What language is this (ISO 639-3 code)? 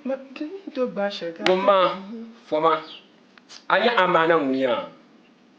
dag